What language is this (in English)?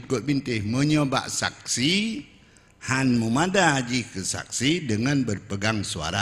Achinese